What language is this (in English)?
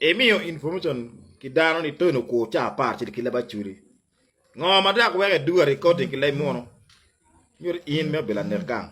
Acoli